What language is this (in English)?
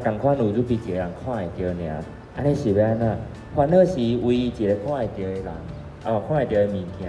Min Nan Chinese